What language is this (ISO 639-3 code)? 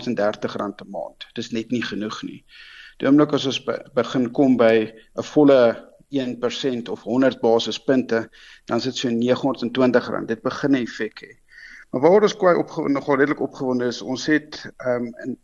afr